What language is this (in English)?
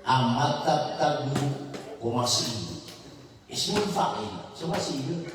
Maranao